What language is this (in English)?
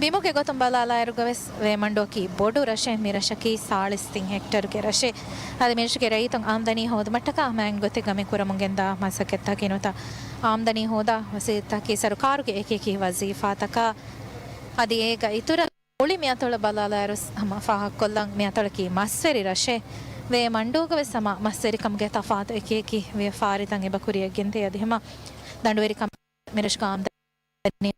Divehi